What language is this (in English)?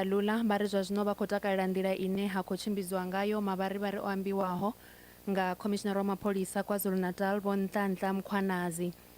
Venda